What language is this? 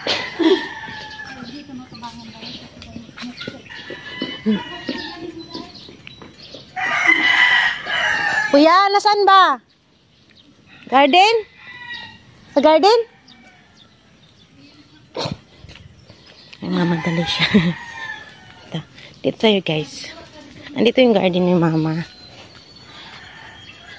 Filipino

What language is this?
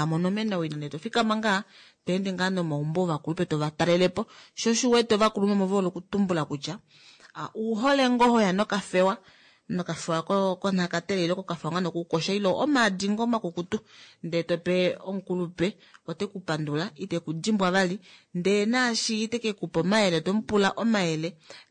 Kuanyama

